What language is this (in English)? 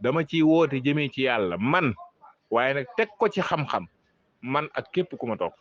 Wolof